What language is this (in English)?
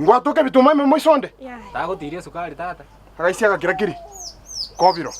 Gusii